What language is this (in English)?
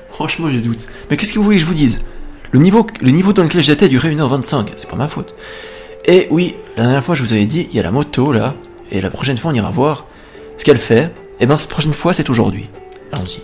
French